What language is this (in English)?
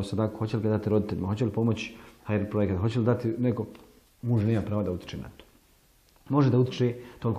Bosnian